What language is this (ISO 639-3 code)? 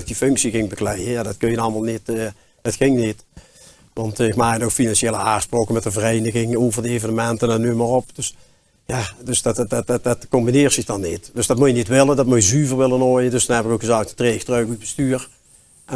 lim